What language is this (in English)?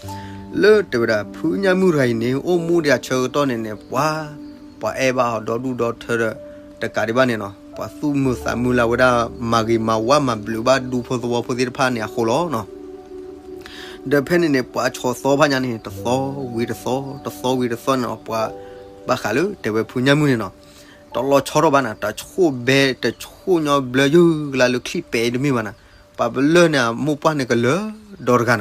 S'gaw Karen